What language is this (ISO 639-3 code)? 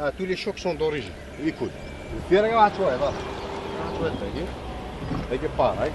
kab